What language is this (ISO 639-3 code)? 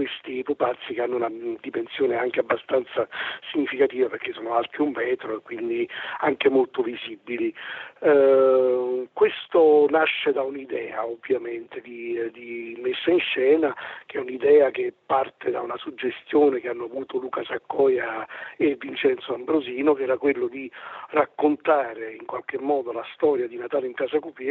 ita